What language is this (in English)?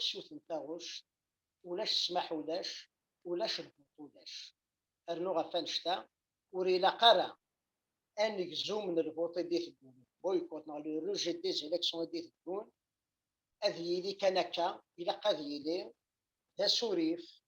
Kabyle